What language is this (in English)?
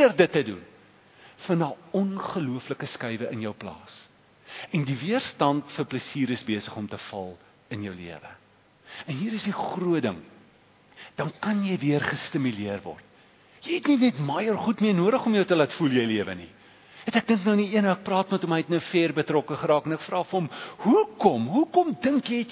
Afrikaans